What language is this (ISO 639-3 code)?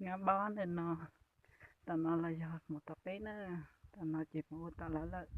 hmn